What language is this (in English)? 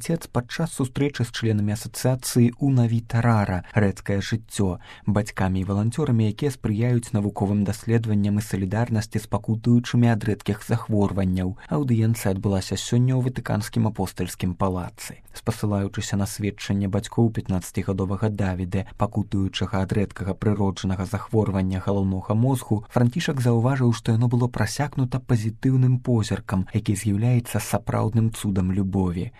Belarusian